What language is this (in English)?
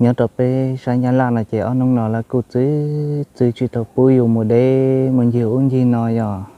Hmong